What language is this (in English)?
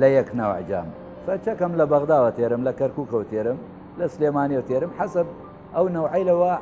Southern Kurdish